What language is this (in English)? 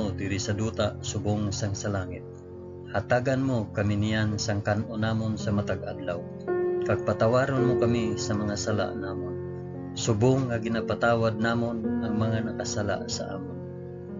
Hiligaynon